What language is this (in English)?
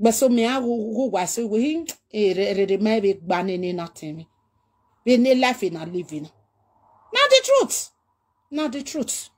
Nigerian Pidgin